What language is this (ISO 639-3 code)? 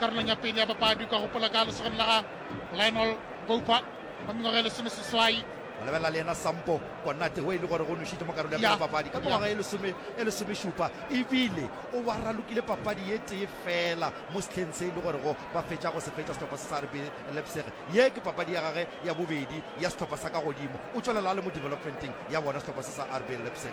nso